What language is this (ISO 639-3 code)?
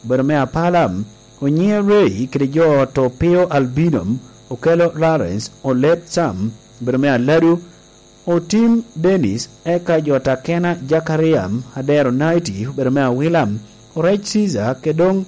laj